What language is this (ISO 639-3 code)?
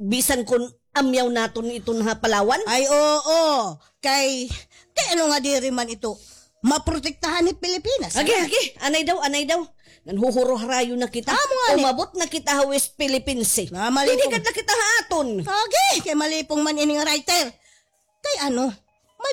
war